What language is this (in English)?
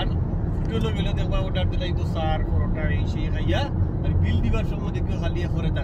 Sylheti